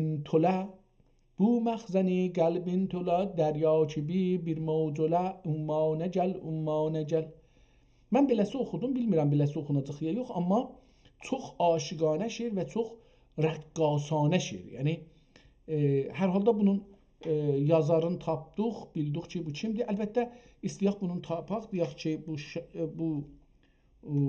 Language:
South Azerbaijani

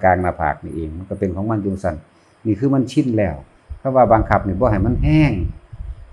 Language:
Northeastern Thai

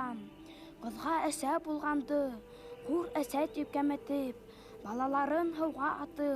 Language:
Bashkir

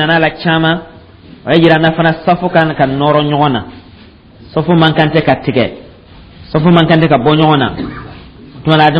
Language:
Dyula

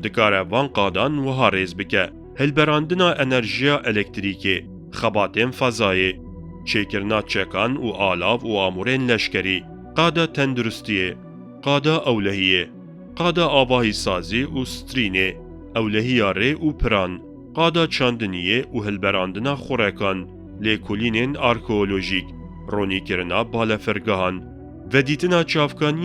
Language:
Kurdish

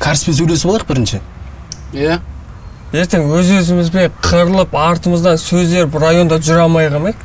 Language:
Kazakh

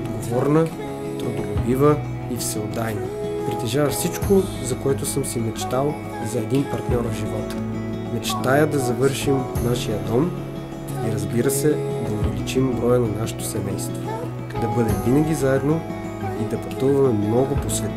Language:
Bulgarian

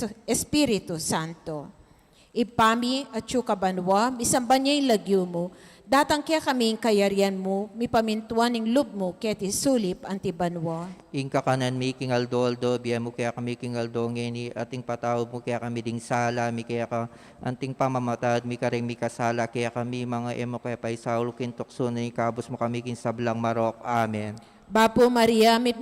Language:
Pampanga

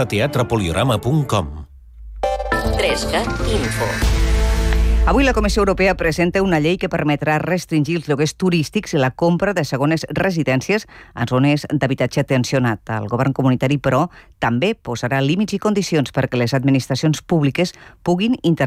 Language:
Catalan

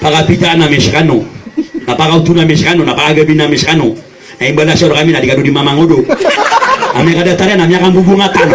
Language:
Maranao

